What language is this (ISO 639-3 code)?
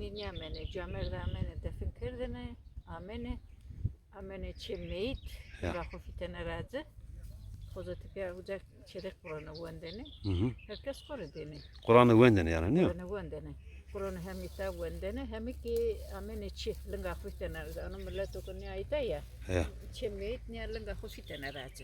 zza